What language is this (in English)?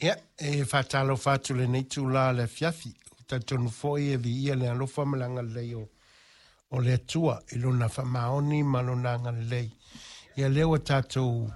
Samoan